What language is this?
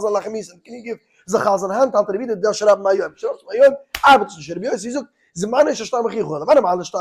Yiddish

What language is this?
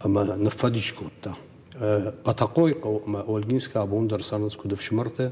Ossetic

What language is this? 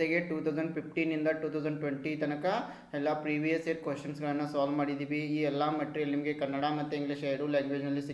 Kannada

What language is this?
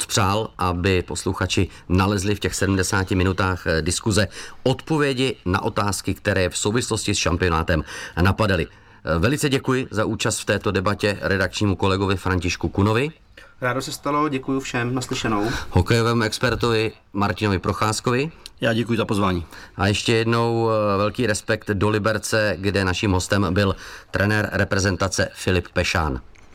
Czech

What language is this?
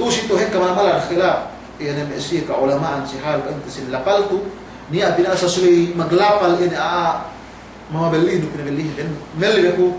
Yakan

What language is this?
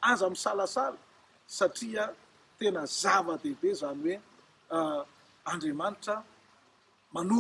Malagasy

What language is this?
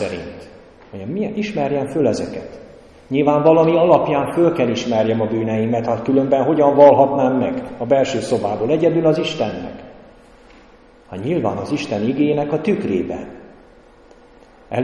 Hungarian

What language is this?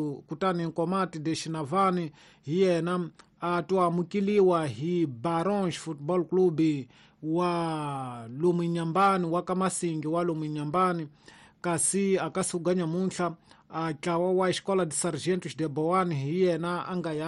Tsonga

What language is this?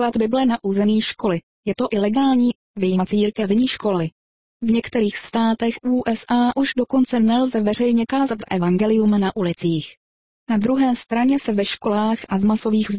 Czech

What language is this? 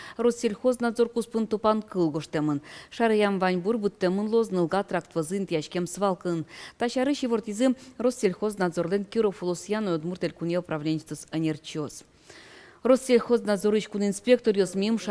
Udmurt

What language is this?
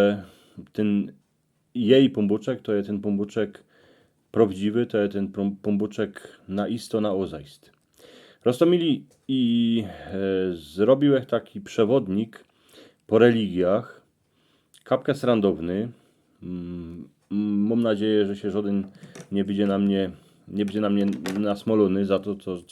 Silesian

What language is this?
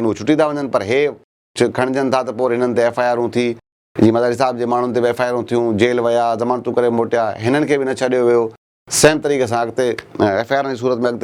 Sindhi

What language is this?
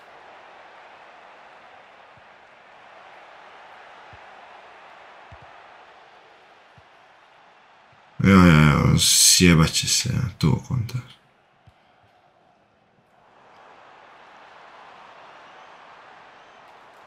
Croatian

